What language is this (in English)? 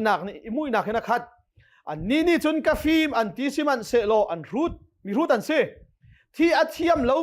Hakha Chin